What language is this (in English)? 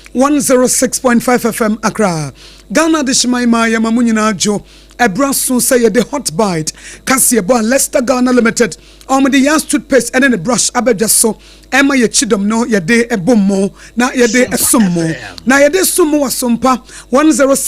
Akan